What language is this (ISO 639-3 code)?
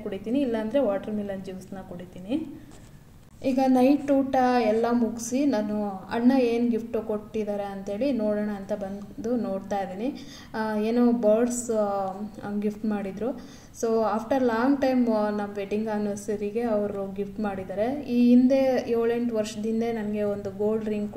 kan